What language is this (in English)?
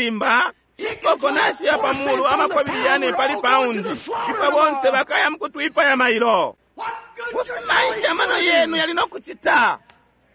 Bemba